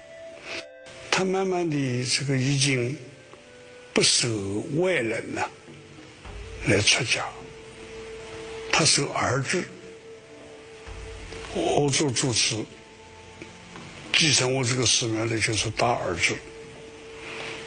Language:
Chinese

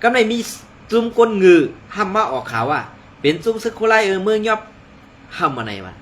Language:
Shan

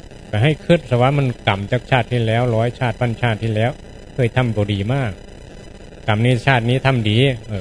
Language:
Northeastern Thai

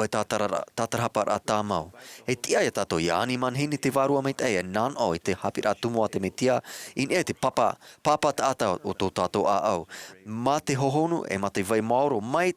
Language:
Tahitian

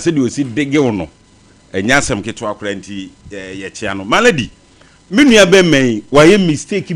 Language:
Akan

